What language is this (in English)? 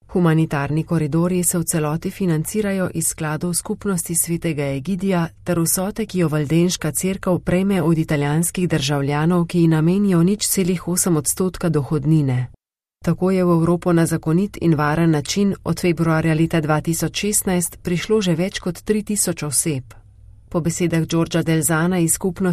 Slovenian